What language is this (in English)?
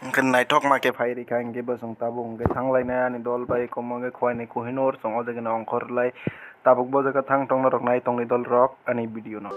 Kok Borok